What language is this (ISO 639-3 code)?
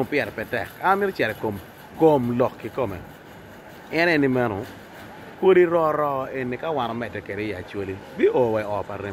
ach